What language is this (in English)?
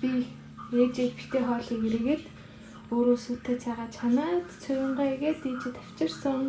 Mongolian